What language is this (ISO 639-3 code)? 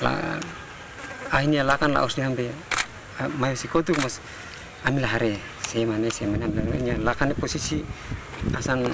tet